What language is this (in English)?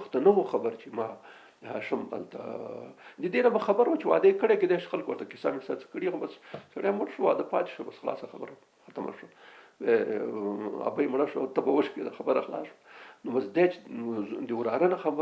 Pashto